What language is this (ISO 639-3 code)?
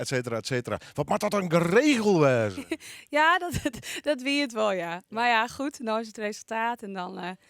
fry